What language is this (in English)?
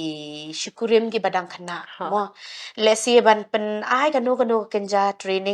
Khasi